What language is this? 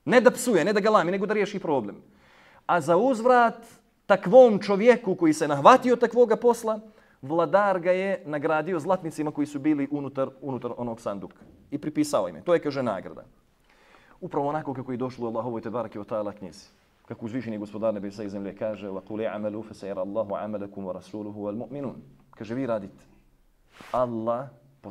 Bosnian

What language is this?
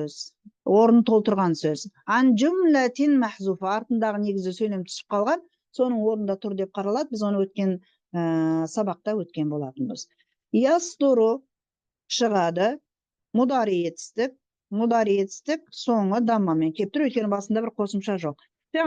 Kazakh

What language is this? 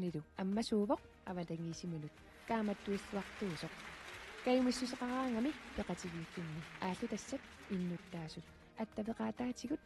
Kalaallisut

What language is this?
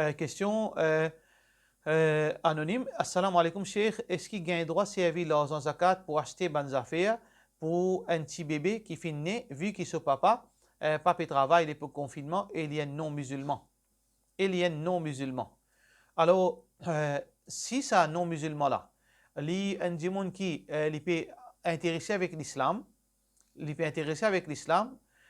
Morisyen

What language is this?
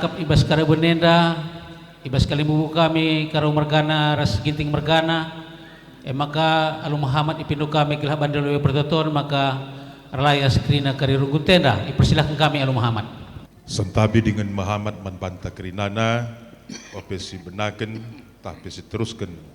Batak Karo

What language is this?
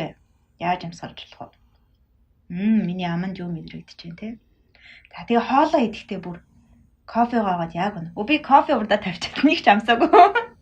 Mongolian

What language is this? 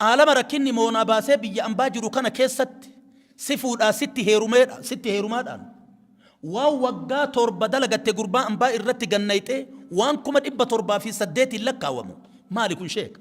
Oromo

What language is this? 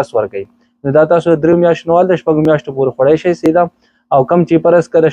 Pashto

